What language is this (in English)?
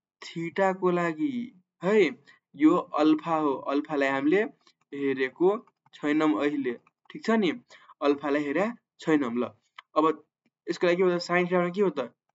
Nepali